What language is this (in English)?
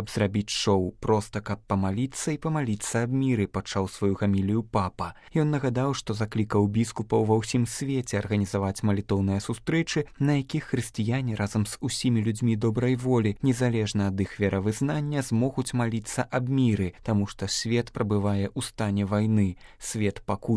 Belarusian